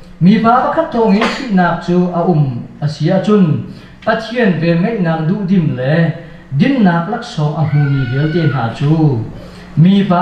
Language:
Hakha Chin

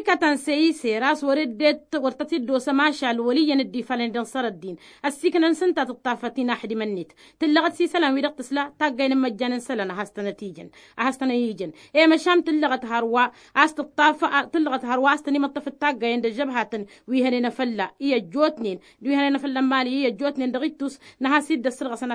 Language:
Tamasheq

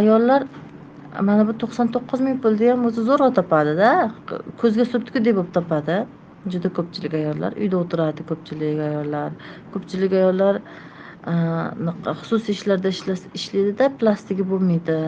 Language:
Uzbek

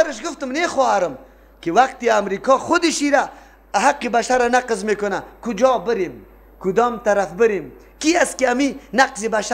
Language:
Persian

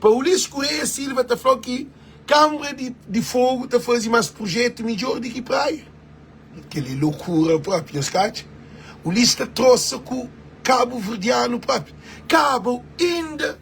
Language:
Kabuverdianu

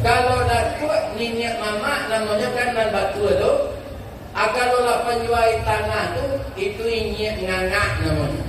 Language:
Minangkabau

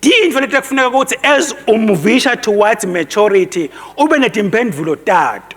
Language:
Swati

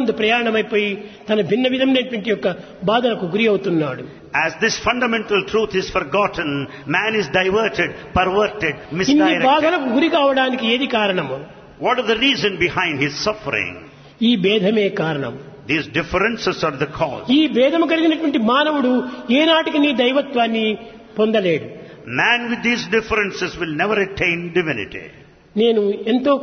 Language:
Telugu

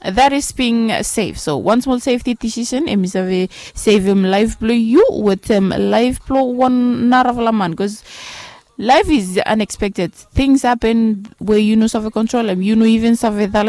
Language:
Bislama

